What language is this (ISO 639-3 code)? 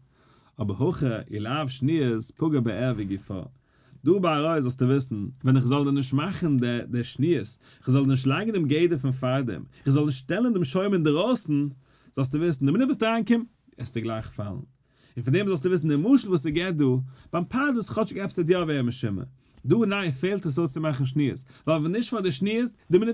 yid